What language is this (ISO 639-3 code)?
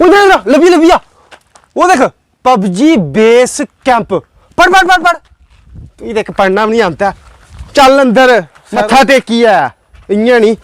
doi